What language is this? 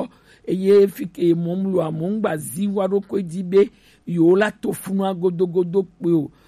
Gen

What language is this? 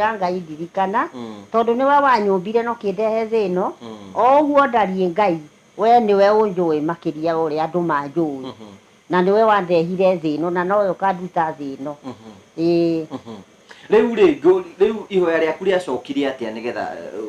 Kikuyu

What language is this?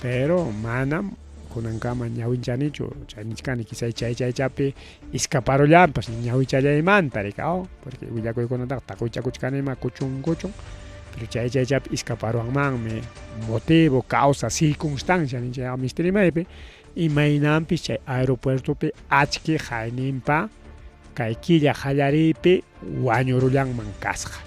Ayacucho Quechua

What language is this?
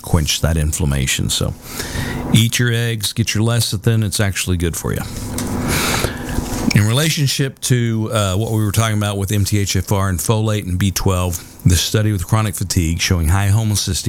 English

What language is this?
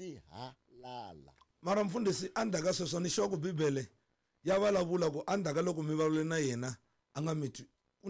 Tsonga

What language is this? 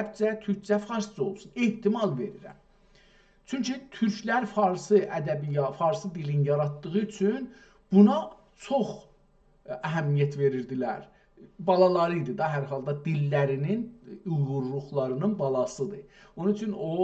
South Azerbaijani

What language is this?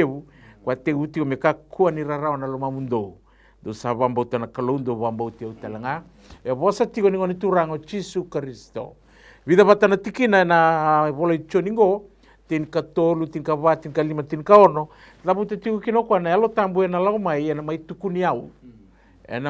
Fijian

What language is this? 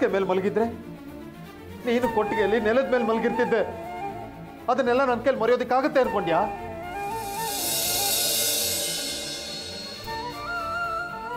Kannada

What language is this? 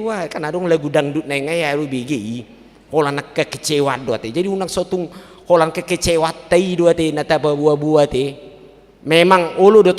Batak Toba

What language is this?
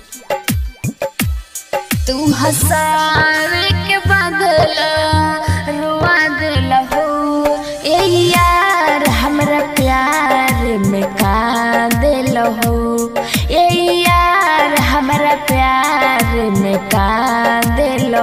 Bhojpuri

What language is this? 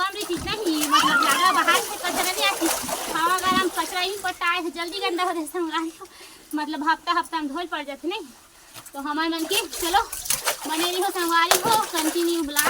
Chhattisgarhi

